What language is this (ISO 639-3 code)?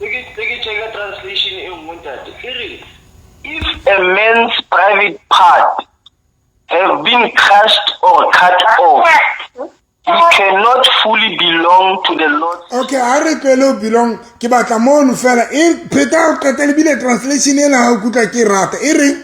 sot